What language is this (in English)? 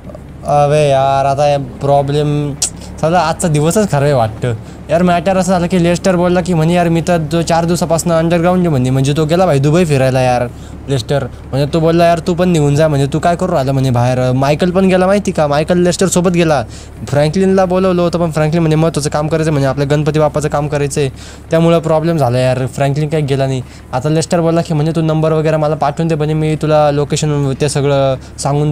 Marathi